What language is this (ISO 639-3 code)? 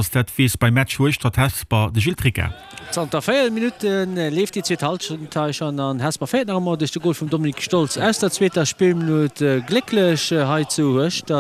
ltz